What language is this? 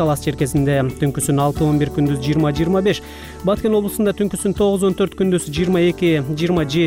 Kyrgyz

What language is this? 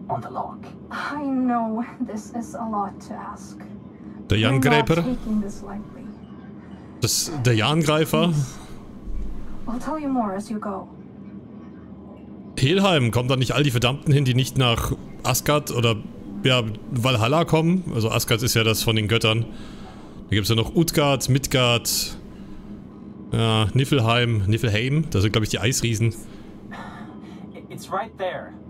German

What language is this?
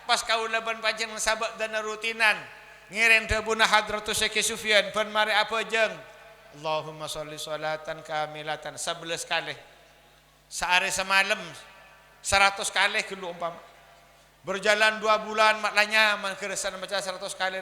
Madurese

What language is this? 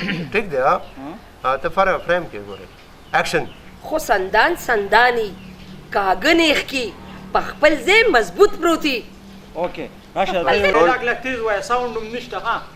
Pashto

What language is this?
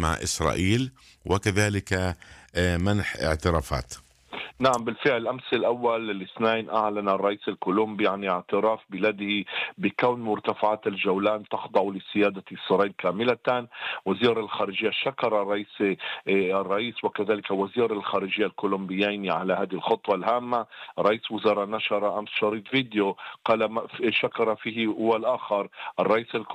Arabic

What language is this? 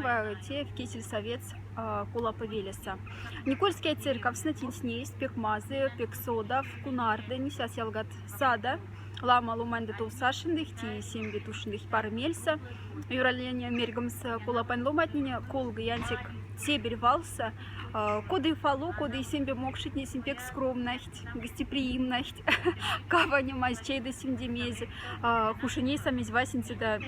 Moksha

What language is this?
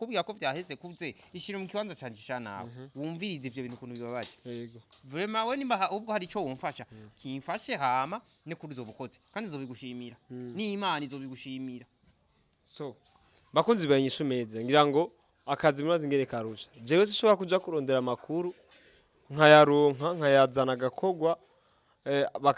Rundi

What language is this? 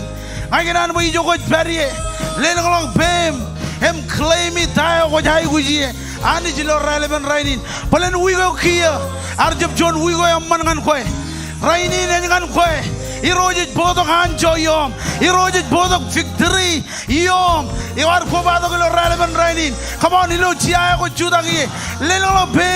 Marshallese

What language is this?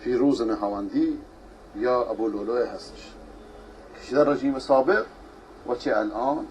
Persian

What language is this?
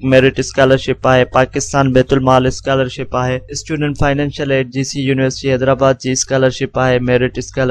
Sindhi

